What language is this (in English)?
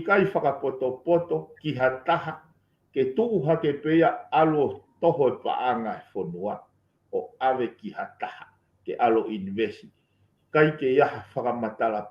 Tongan